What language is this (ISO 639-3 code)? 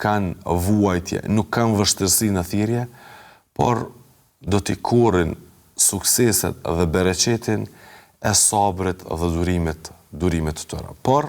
sqi